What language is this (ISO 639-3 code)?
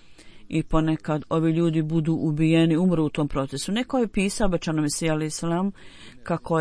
bos